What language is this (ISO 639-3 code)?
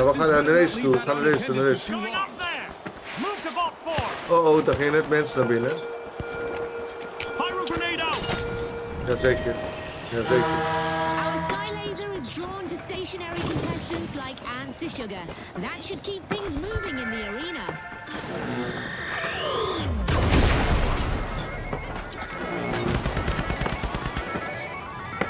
nld